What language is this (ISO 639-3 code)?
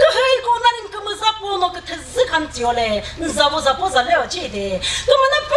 nri